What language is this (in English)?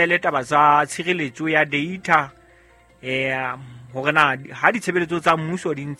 Southern Sotho